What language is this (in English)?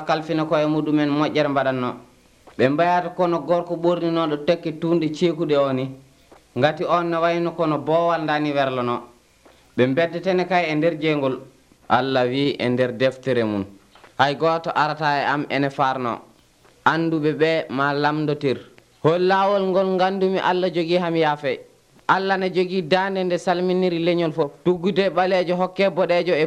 Nigerian Fulfulde